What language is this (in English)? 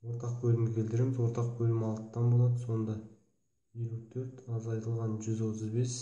Kazakh